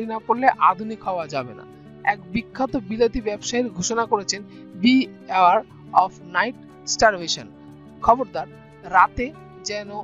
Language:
Bangla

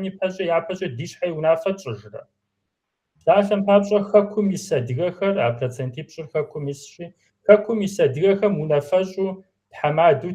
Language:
Kabardian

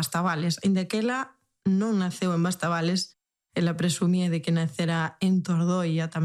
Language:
Galician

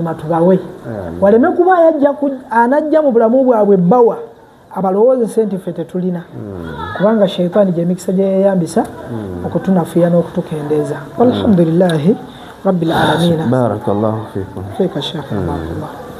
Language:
Ganda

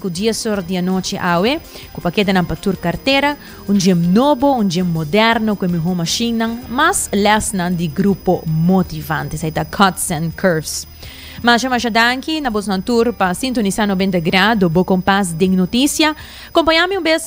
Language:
Papiamento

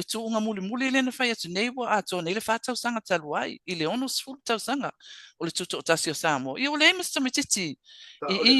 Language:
Samoan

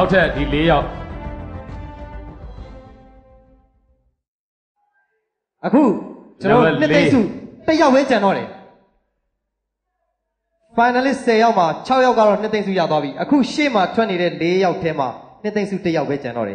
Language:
Burmese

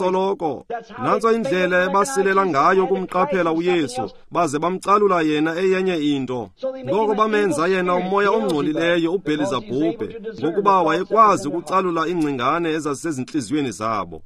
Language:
Xhosa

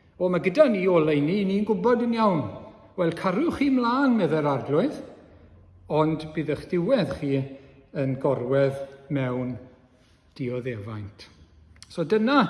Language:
Welsh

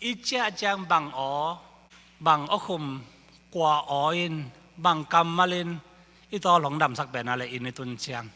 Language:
Tedim Chin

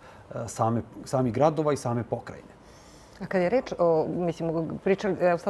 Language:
Serbian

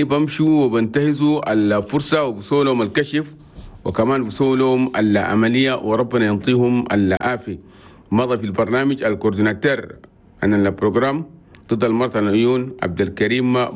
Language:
Chadian Arabic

